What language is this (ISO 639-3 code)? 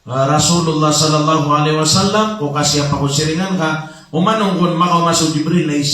mrw